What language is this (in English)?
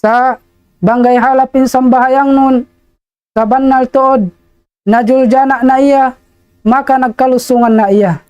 Tausug